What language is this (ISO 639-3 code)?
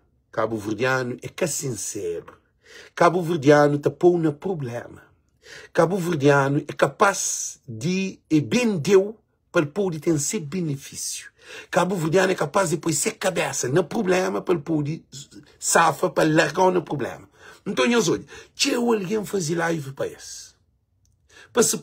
kea